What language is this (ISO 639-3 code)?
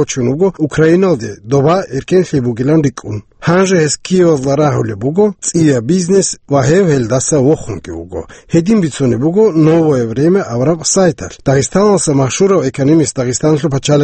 ava